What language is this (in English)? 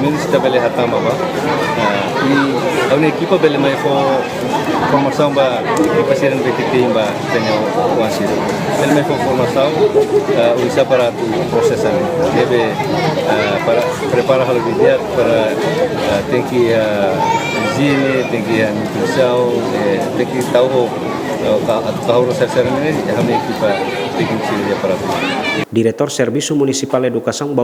Tetum